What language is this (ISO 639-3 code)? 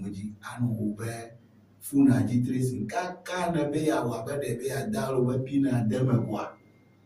ewe